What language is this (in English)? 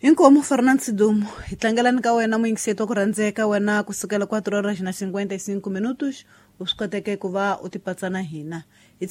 Tsonga